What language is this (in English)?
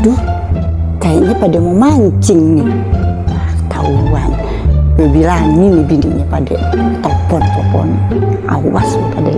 Betawi